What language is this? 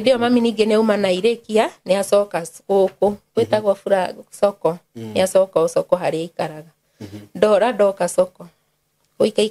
Kikuyu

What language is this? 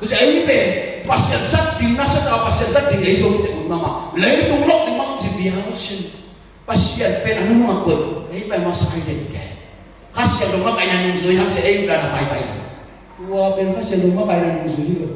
Tedim Chin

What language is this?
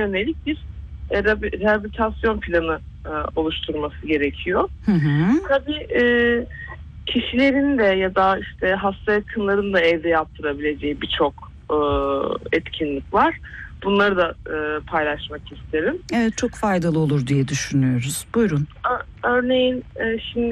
Turkish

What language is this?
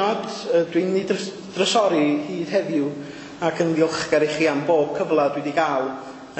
Welsh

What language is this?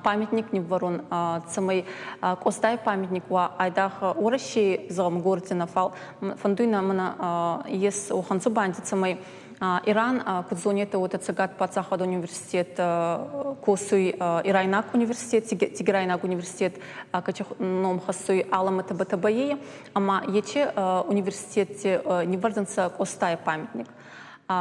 Ossetic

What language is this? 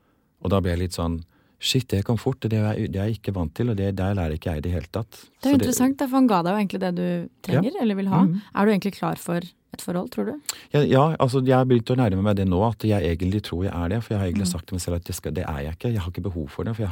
Norwegian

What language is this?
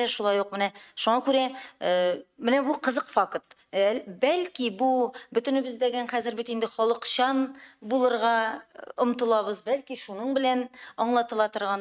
Tatar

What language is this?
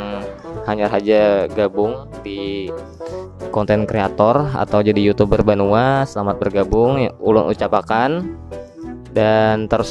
Banjar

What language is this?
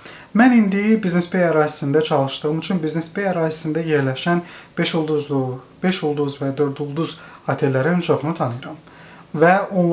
Azerbaijani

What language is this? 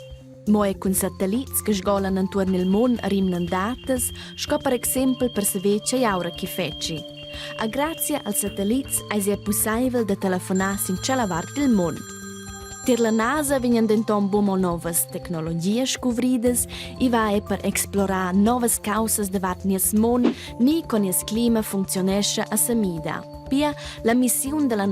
Romansh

